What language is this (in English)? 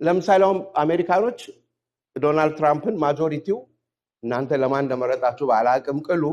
Amharic